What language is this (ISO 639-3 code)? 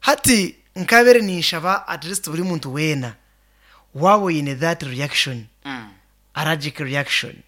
nyn